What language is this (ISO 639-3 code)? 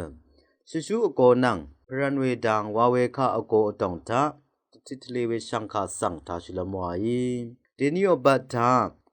raw